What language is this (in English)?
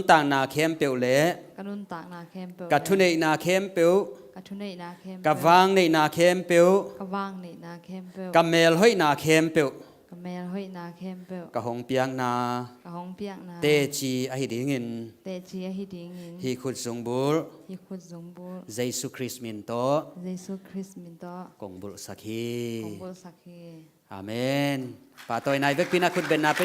Tedim Chin